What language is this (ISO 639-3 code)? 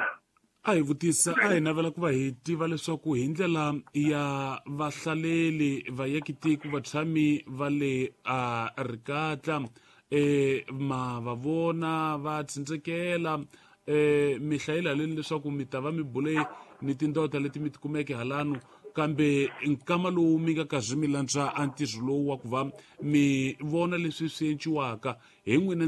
tso